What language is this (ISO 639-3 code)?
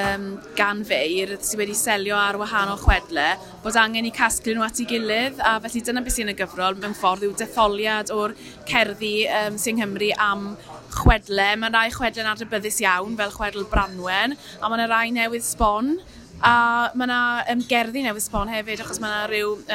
cym